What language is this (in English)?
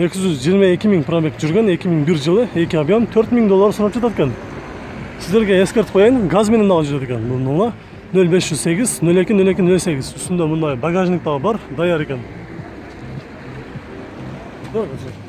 Kyrgyz